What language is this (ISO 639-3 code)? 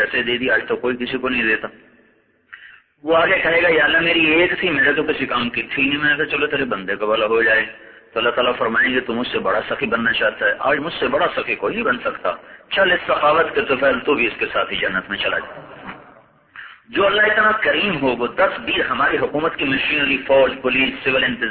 urd